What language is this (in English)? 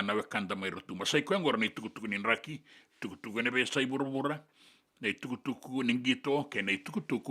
Fijian